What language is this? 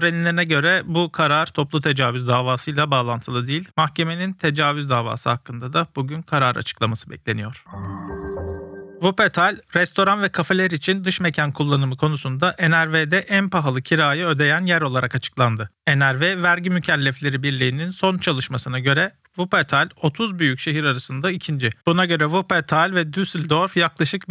Turkish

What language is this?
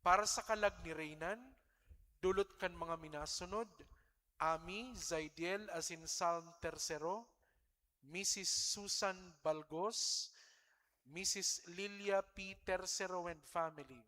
Bikol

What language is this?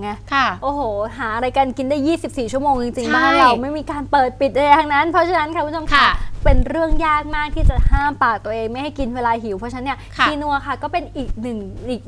Thai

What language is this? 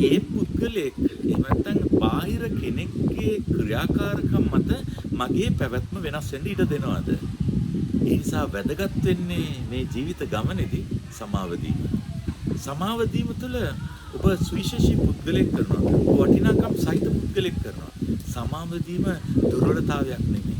Sinhala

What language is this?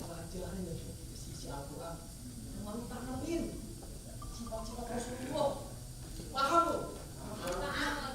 Betawi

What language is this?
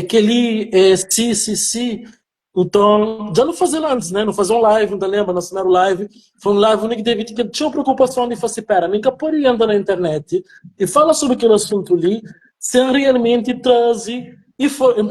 Kabuverdianu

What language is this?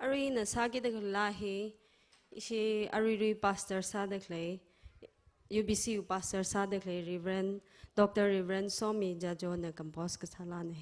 Tangkhul Naga (India)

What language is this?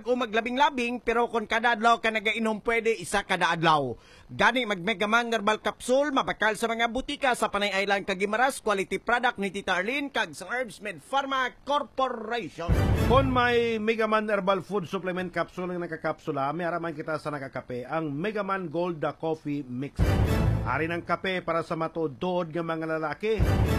Hiligaynon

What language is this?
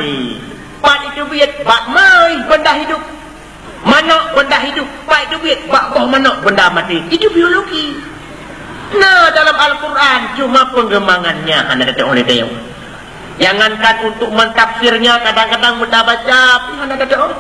Achinese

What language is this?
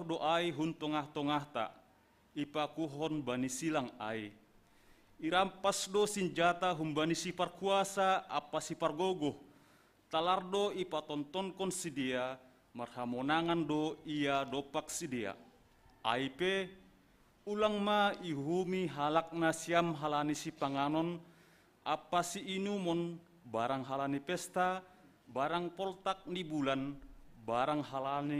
Batak Simalungun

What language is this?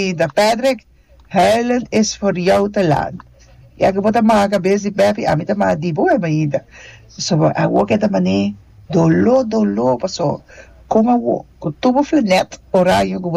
Papiamento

